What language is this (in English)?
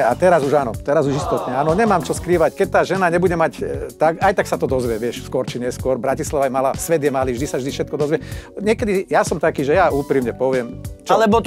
Slovak